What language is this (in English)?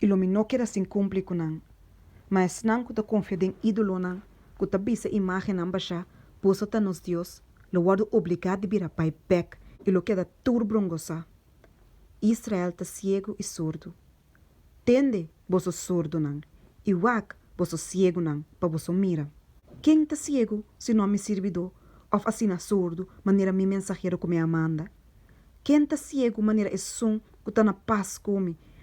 Papiamento